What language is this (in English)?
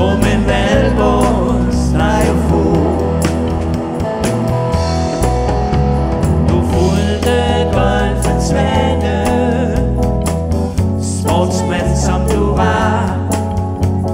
Danish